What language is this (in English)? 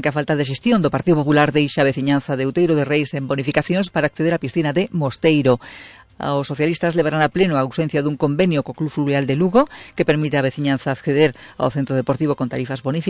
Galician